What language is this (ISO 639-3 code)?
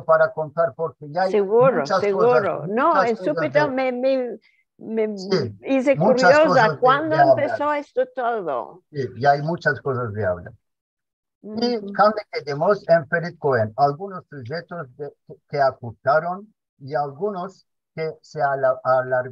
lad